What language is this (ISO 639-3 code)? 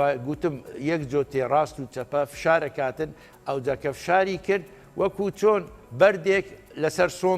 ckb